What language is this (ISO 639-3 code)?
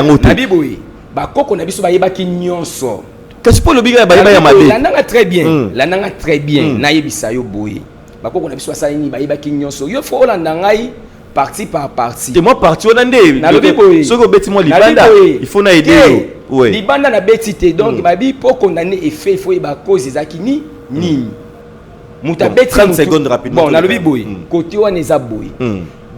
lin